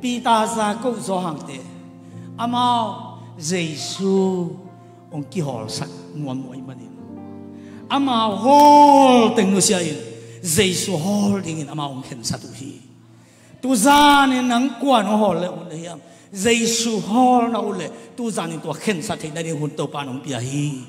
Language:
Tedim Chin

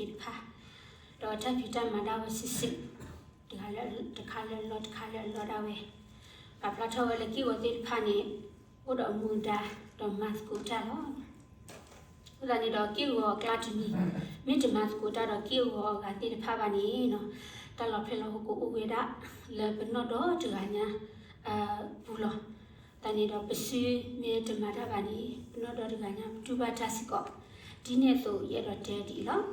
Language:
S'gaw Karen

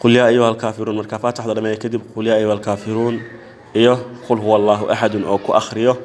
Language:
Somali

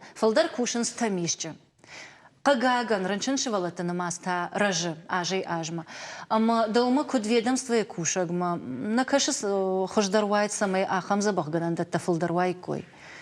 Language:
Ossetic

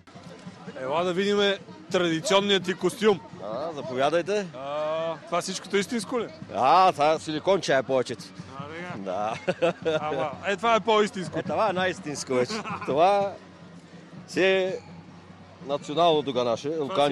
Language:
Bulgarian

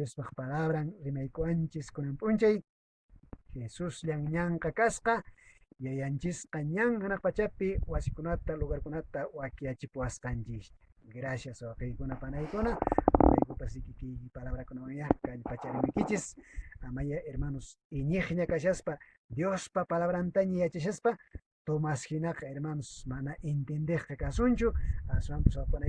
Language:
Quechua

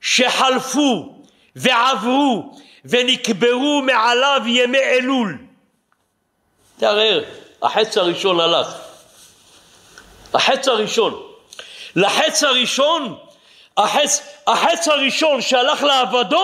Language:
Hebrew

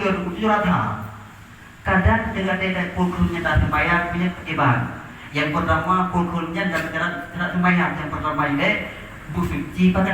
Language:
Achinese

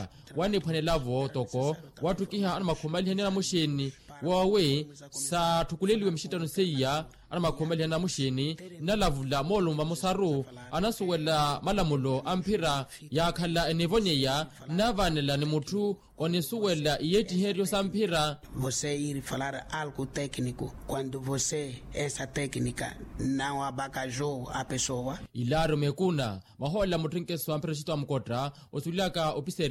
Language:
Makhuwa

